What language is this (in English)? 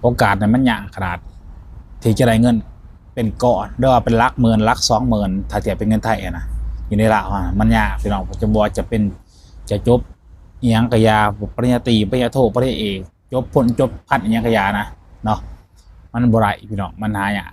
Lao